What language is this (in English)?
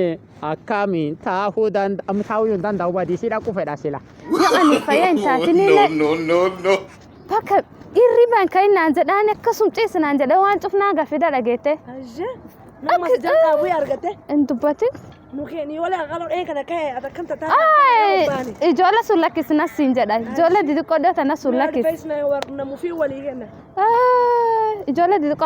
Oromo